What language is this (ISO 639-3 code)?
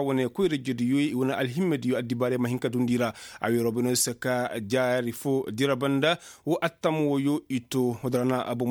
ses